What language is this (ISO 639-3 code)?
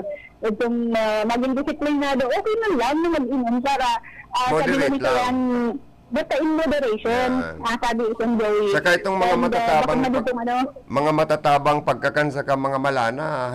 bik